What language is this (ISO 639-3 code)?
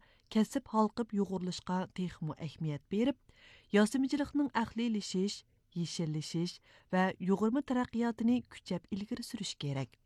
uig